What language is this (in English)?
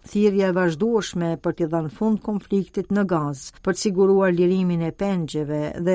Albanian